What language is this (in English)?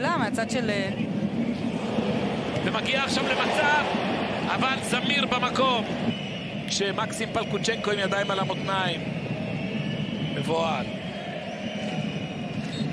Hebrew